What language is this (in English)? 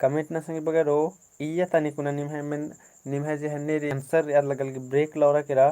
Kurukh